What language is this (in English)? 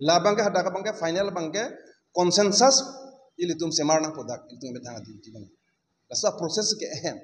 Karbi